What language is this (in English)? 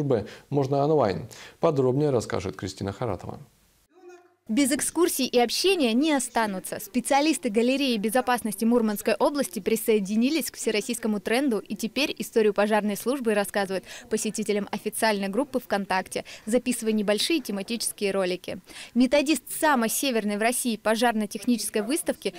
Russian